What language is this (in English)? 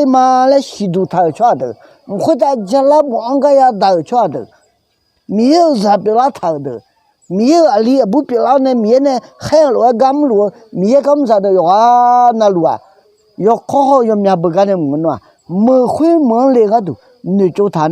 Akha